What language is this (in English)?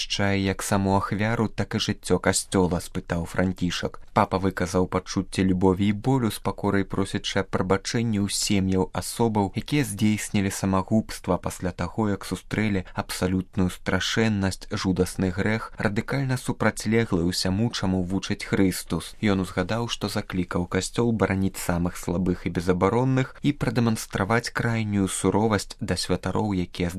Belarusian